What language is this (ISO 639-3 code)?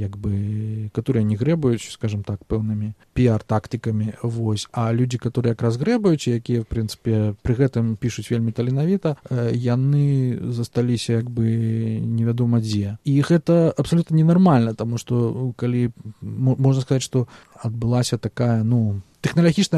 bel